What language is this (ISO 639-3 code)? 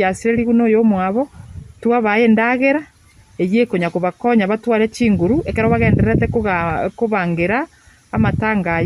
guz